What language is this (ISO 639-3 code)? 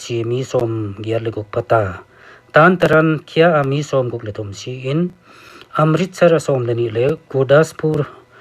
pck